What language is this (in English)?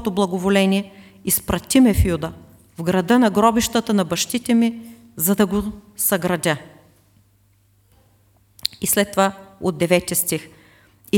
Bulgarian